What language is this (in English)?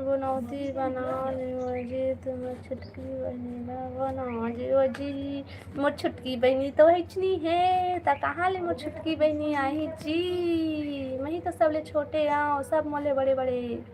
Chhattisgarhi